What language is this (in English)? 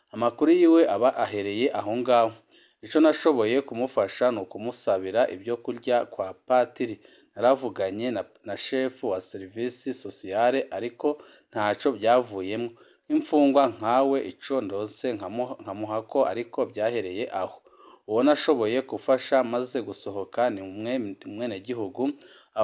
Rundi